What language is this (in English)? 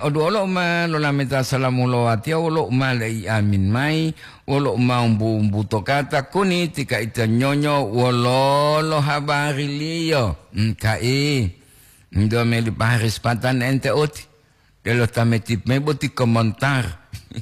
Gorontalo